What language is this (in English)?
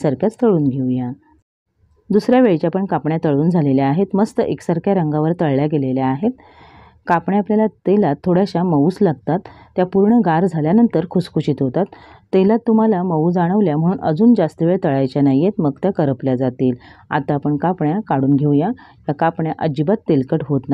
Marathi